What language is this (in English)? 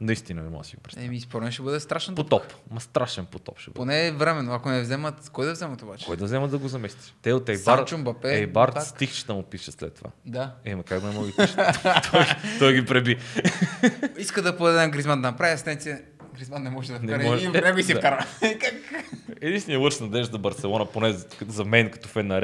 Bulgarian